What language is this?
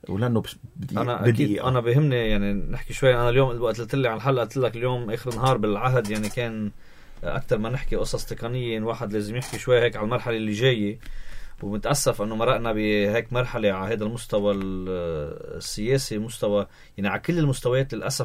North Levantine Arabic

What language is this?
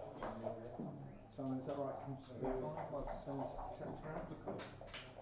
English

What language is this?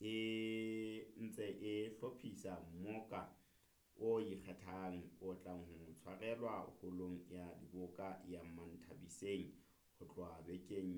Southern Sotho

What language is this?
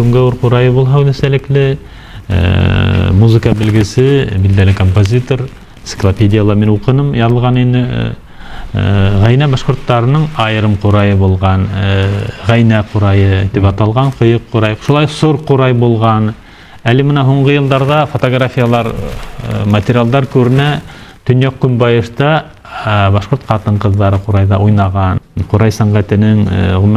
Bashkir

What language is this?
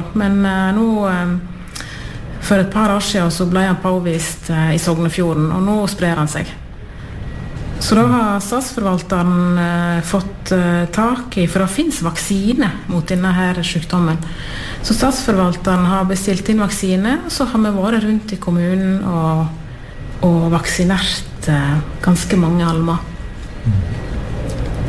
Norwegian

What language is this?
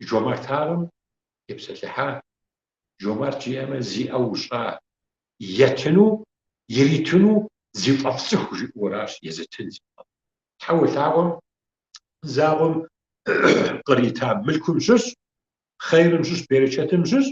Kabardian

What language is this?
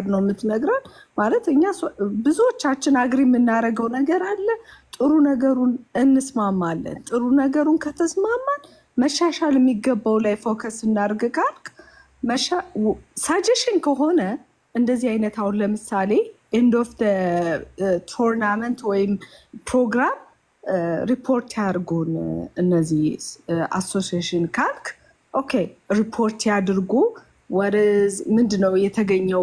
Amharic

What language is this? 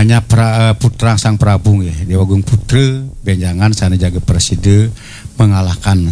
Balinese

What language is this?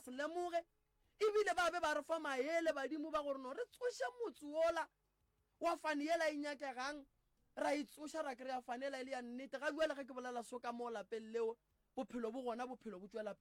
Northern Sotho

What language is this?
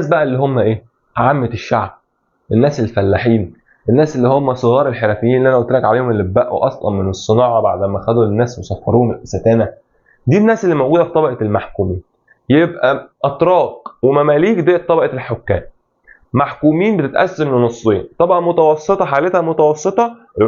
Egyptian Arabic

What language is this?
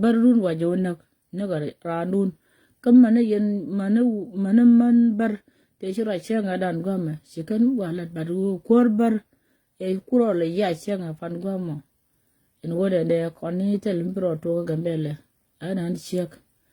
Nuer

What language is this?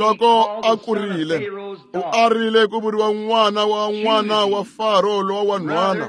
Tsonga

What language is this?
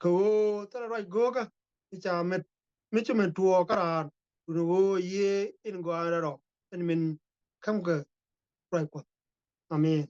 Nuer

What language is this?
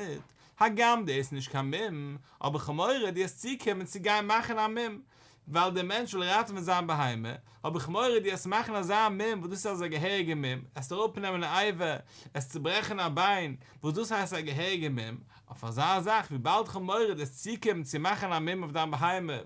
Yiddish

